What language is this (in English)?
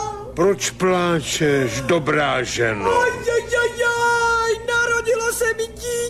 Czech